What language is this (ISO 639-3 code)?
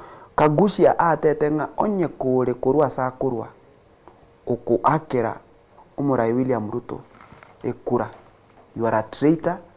guz